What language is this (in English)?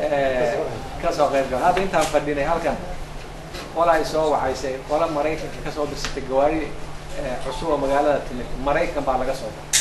Somali